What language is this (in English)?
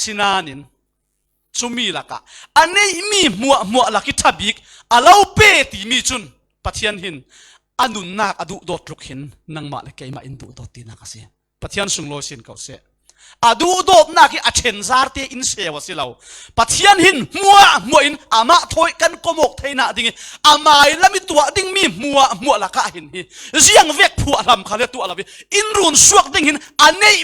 Falam Chin